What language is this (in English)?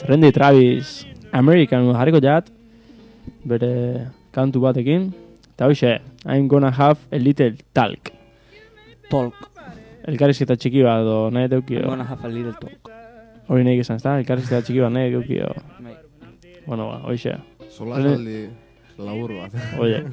Basque